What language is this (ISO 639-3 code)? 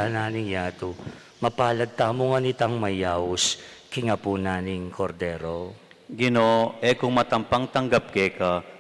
pam